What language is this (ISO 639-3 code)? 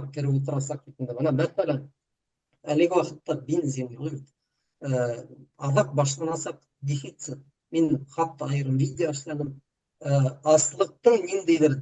bak